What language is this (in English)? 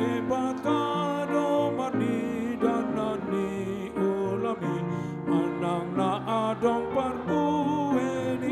Batak Toba